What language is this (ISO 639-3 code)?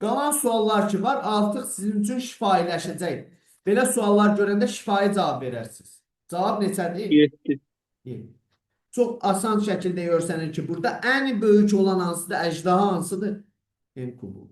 aze